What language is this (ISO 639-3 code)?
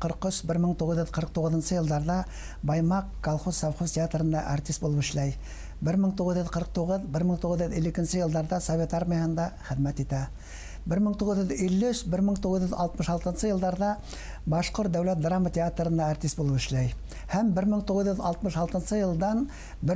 bak